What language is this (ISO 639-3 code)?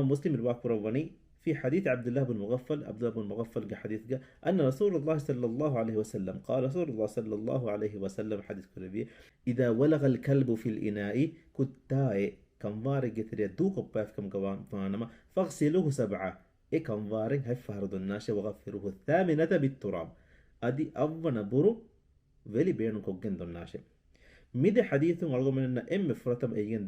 div